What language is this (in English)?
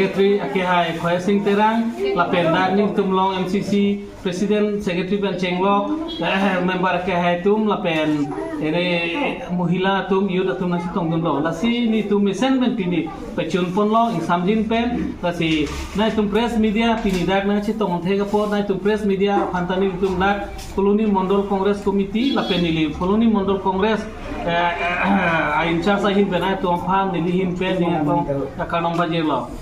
Karbi